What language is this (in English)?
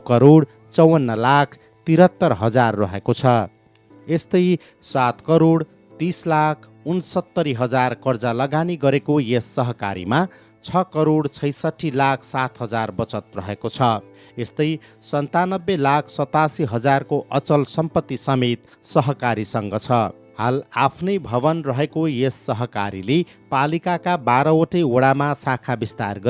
Nepali